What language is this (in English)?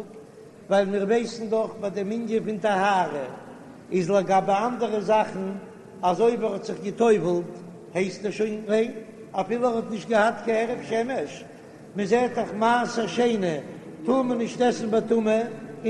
Yiddish